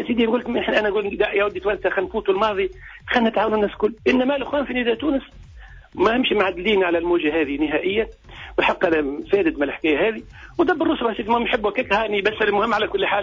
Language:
Tunisian Arabic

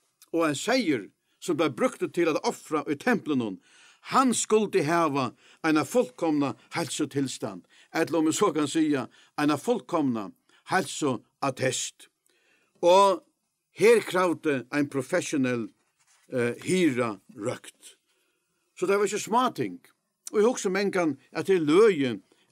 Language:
Faroese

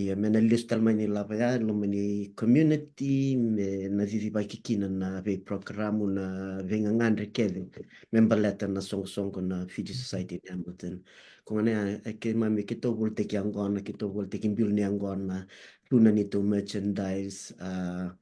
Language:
Fijian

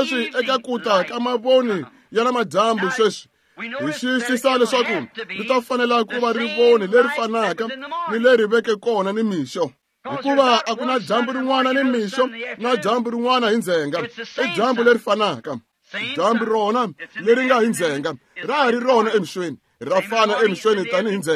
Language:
Tsonga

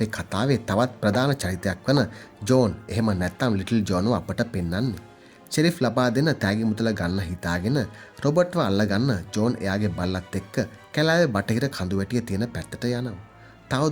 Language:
Sinhala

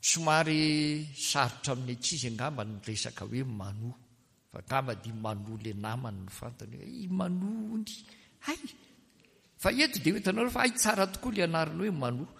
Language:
Malagasy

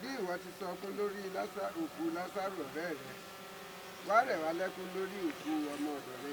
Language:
Yoruba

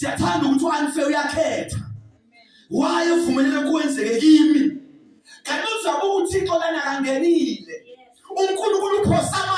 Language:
Zulu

